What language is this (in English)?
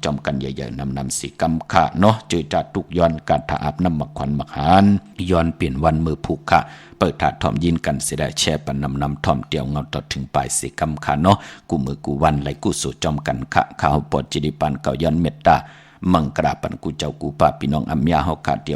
Shan